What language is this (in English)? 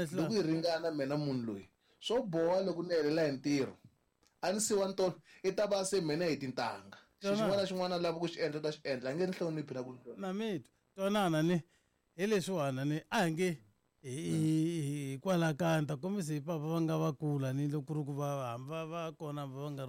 Tsonga